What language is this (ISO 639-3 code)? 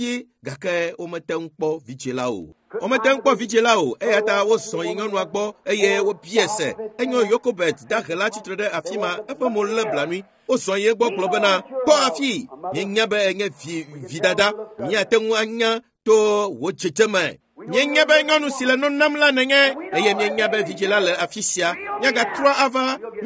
ewe